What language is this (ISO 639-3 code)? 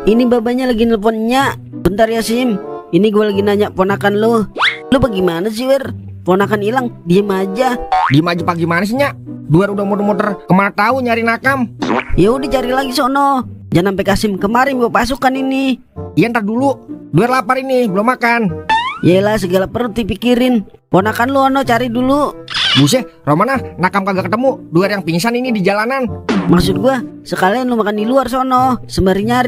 bew